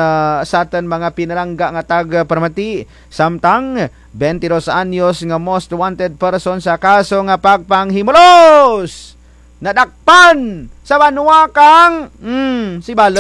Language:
Kinaray-a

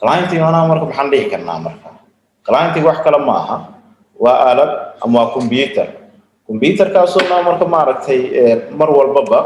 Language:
Somali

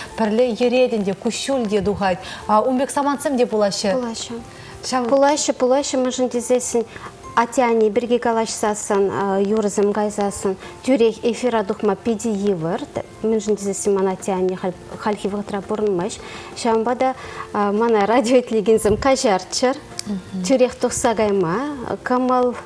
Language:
Chuvash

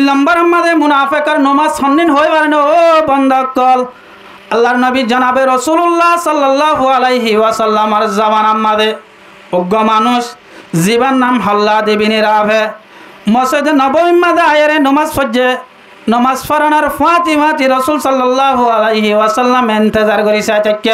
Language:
Rohingya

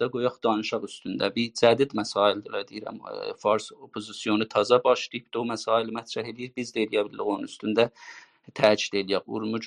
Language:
South Azerbaijani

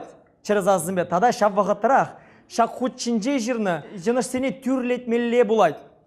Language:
Chuvash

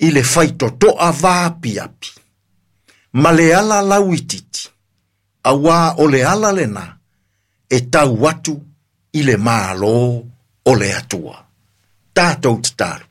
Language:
Samoan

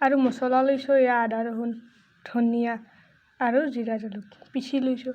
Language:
Assamese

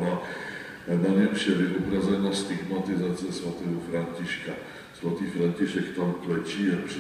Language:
Czech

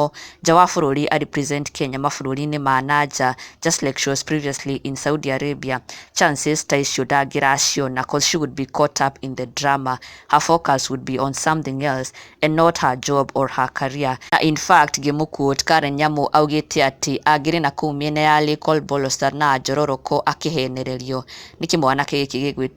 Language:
Kikuyu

